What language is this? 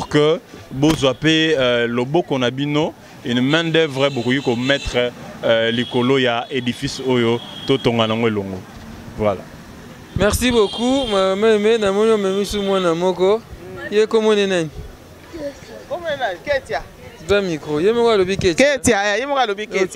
Lingala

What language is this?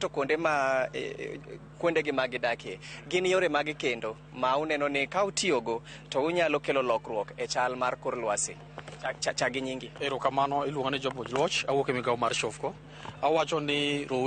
Luo (Kenya and Tanzania)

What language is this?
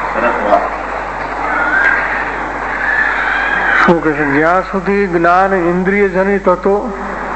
Gujarati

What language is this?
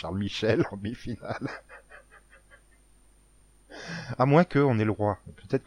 French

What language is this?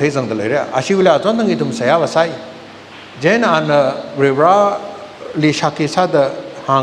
Tangkhul Naga (India)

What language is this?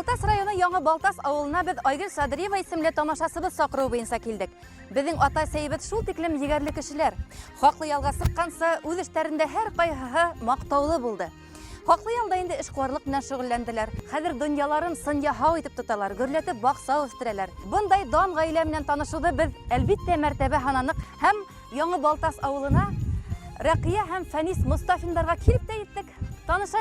Bashkir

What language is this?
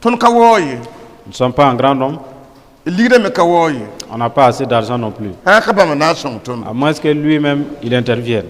Mossi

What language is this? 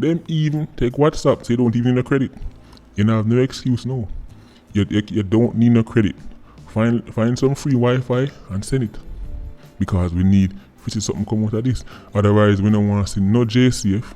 Jamaican Creole English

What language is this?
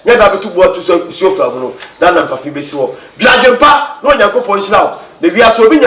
Akan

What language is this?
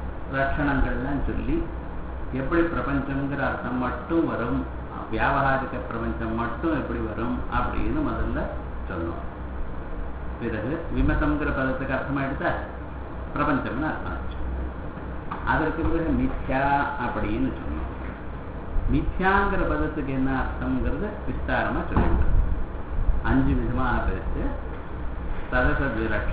Tamil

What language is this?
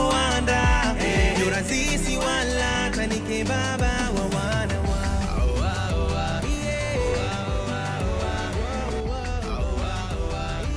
Swahili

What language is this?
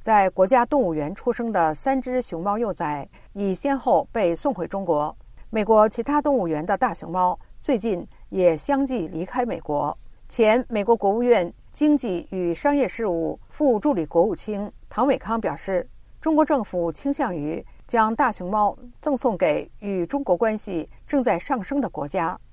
Chinese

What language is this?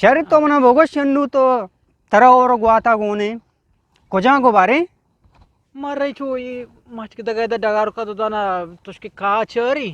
Eastern Balochi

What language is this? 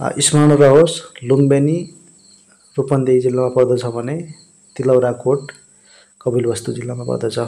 Nepali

